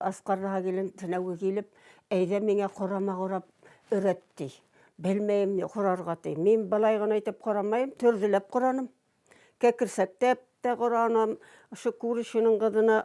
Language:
Bashkir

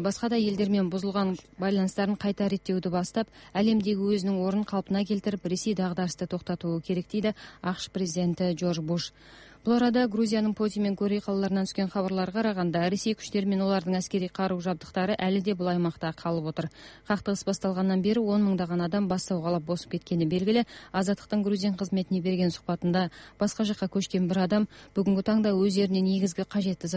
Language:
Kazakh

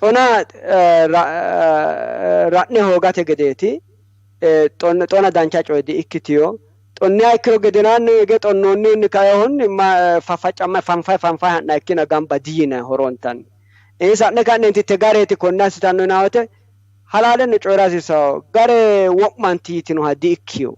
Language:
Sidamo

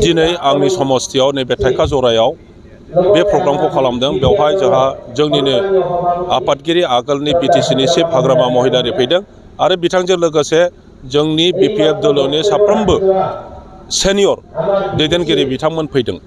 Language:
Bodo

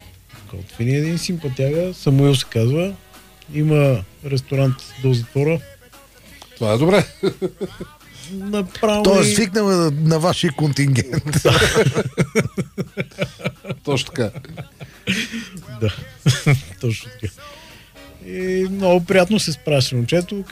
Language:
Bulgarian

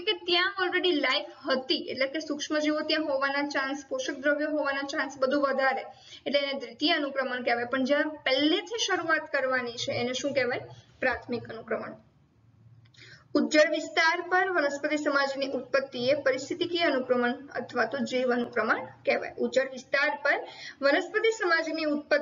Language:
Gujarati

